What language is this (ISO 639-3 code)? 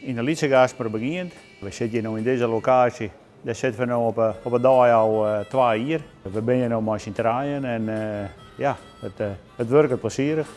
fry